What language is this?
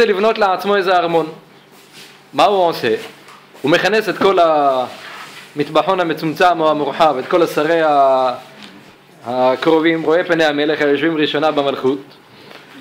Hebrew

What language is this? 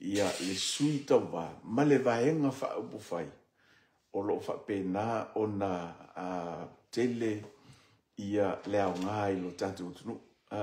Samoan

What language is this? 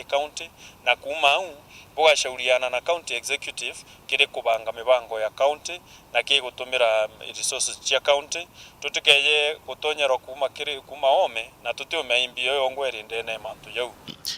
Meru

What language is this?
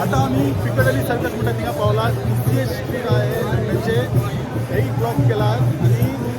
Konkani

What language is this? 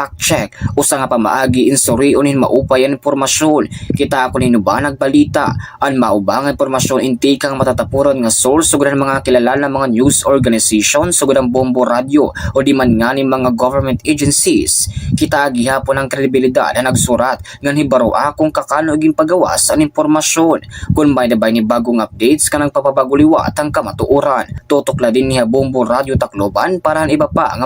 Waray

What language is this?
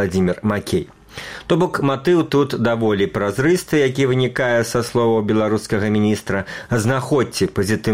Belarusian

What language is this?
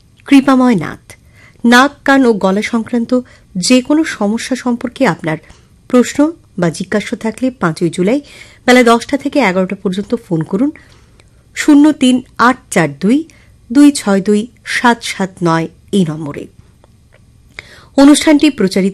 Bangla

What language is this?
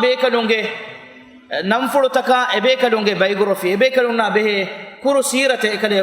Divehi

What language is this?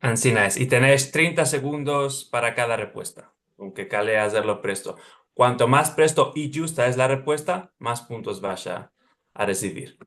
Ladino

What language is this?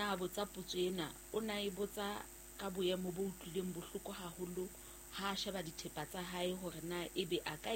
Southern Sotho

